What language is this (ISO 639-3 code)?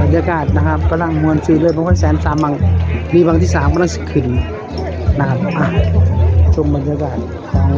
tts